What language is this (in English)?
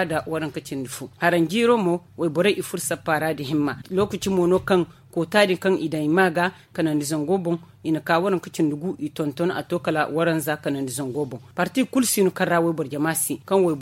Zarma